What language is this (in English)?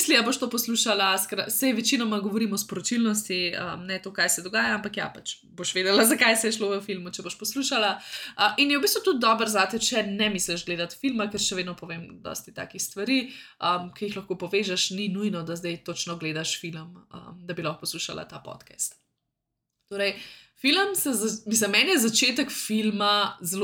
Slovenian